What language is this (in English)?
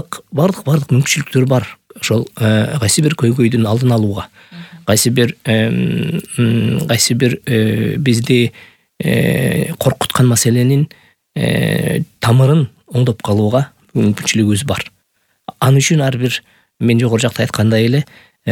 Kyrgyz